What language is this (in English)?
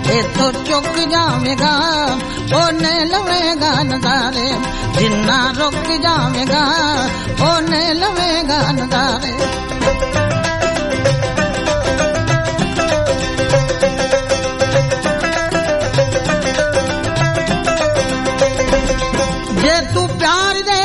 Punjabi